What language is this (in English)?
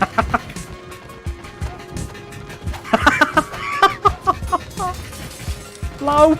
Swiss German